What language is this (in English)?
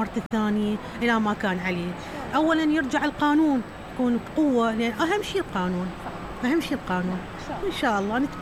Mesopotamian Arabic